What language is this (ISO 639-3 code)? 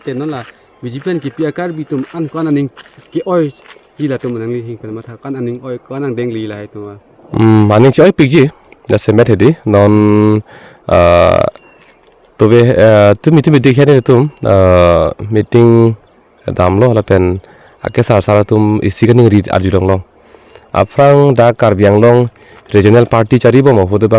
mjw